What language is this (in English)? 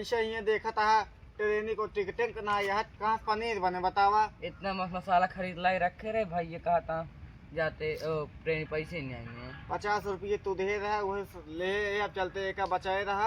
Awadhi